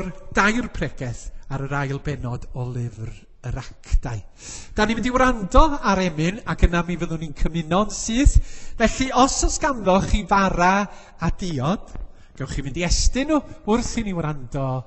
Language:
Welsh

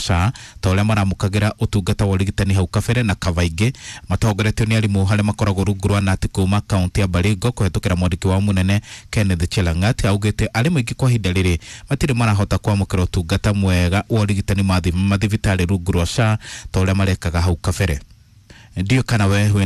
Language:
Kikuyu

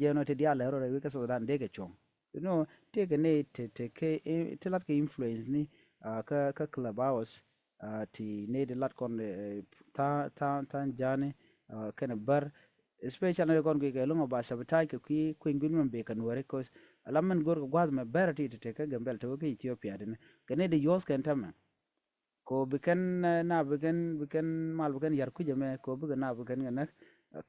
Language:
Nuer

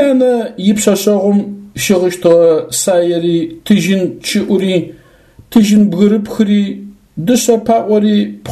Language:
Adyghe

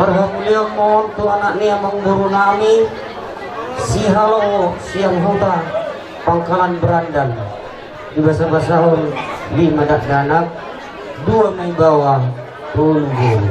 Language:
Batak Toba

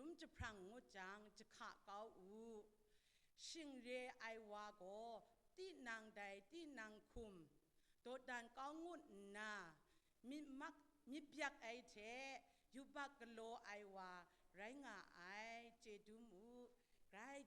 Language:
Kachin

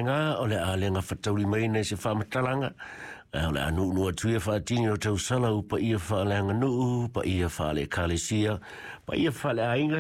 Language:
Samoan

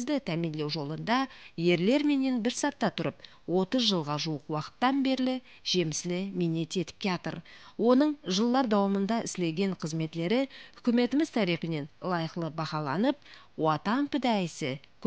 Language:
Kara-Kalpak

